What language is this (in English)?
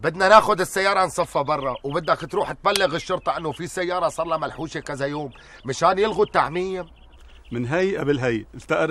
North Levantine Arabic